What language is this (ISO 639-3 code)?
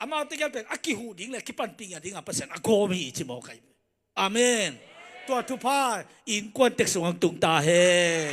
ctd